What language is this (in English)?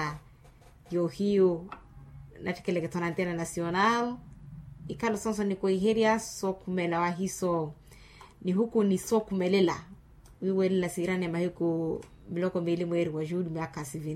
Makhuwa